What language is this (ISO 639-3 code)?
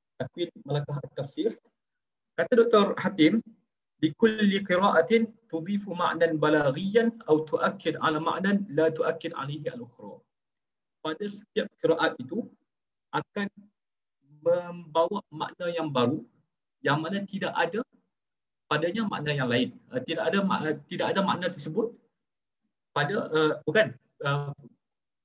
msa